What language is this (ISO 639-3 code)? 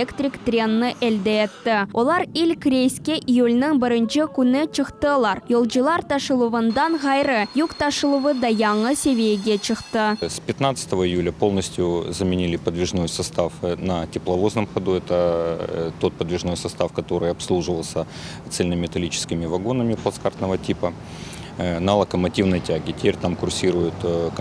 crh